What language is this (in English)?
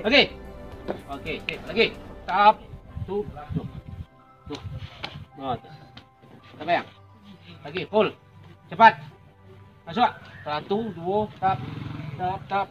Minangkabau